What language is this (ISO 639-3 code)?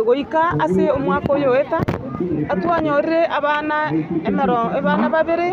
guz